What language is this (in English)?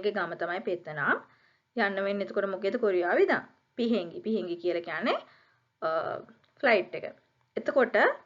Sinhala